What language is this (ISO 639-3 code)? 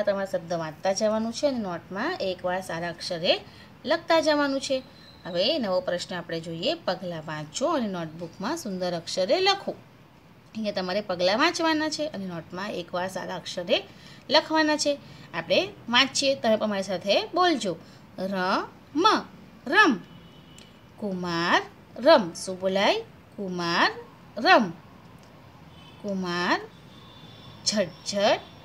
guj